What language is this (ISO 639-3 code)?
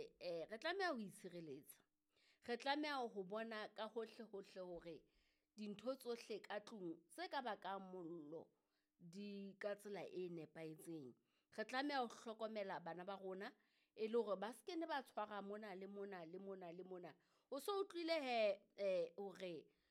sot